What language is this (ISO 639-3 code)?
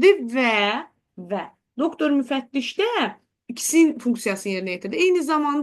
aze